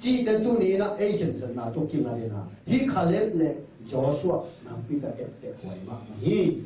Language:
Tedim Chin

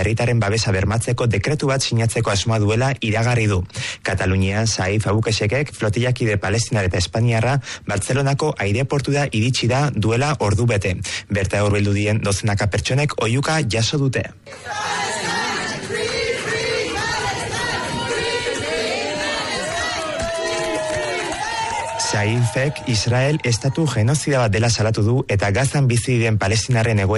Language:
Basque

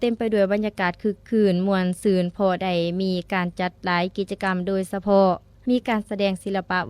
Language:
Lao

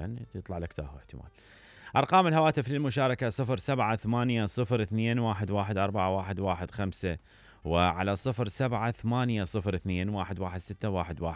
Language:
Mesopotamian Arabic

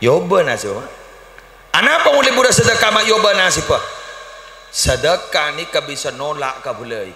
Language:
Madurese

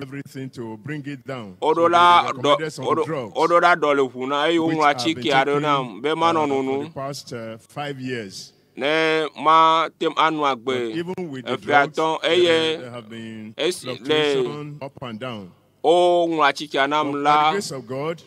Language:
Ewe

